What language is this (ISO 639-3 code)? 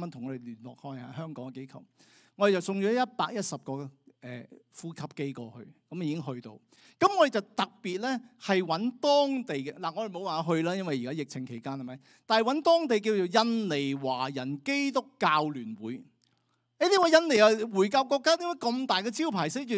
yue